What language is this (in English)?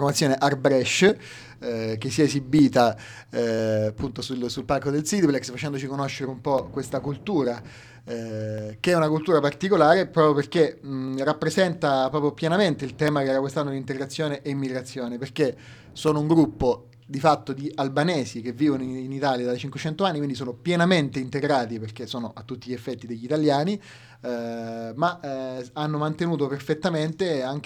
Italian